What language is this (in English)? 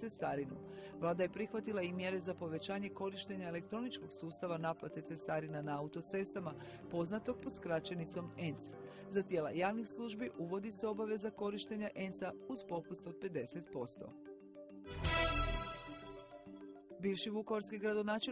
Croatian